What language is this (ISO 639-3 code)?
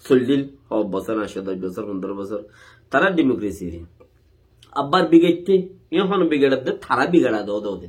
rhg